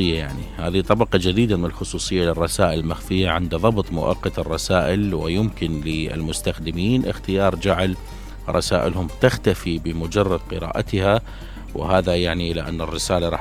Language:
Mesopotamian Arabic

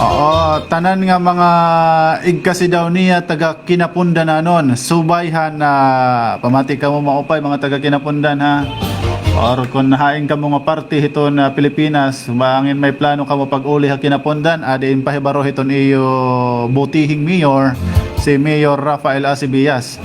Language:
Waray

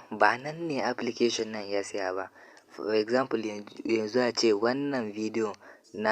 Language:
Hausa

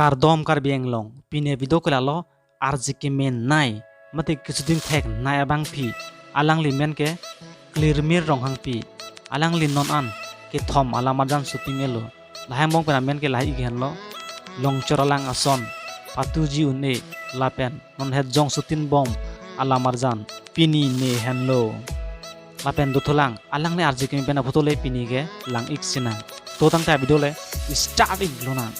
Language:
Karbi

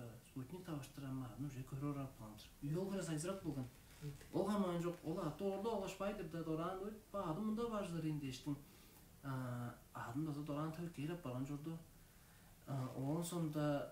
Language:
Tuvinian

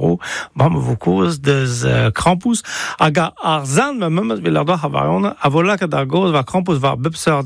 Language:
Breton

